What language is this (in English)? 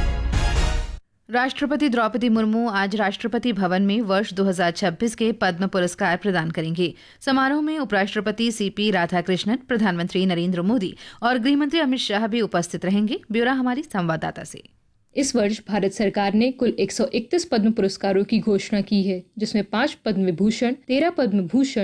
Hindi